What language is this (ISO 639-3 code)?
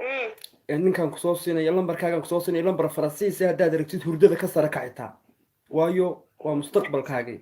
som